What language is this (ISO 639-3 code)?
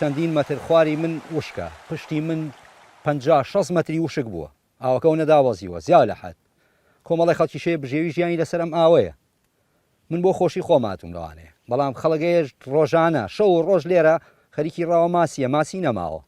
ckb